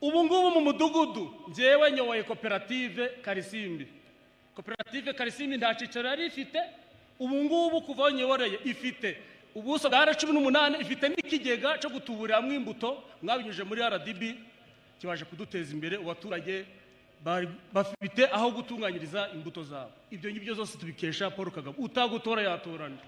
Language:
Kinyarwanda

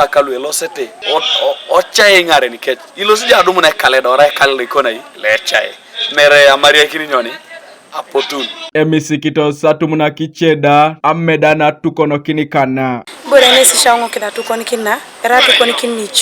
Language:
Teso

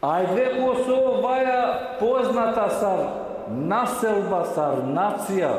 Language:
Balkan Romani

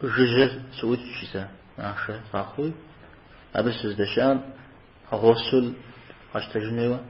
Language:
Kabardian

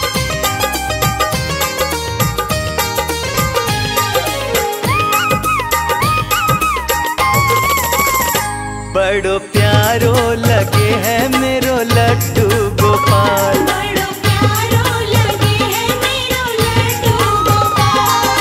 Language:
Hindi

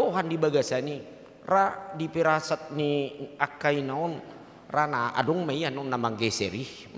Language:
Batak Toba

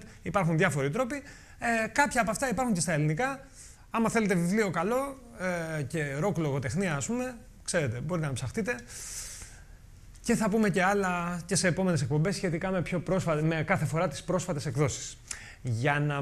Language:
Greek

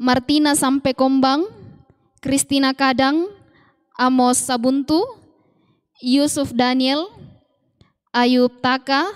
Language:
Toraja-Sa'dan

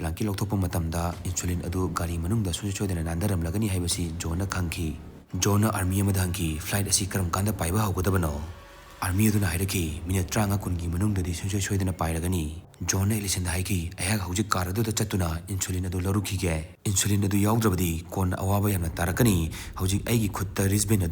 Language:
Manipuri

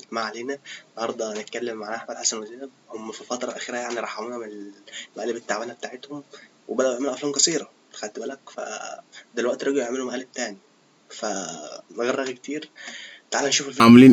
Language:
Egyptian Arabic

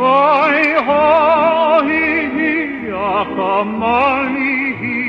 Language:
Hawaiian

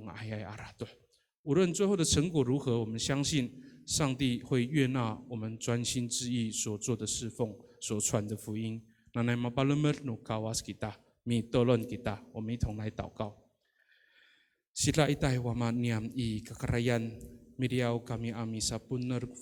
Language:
Amis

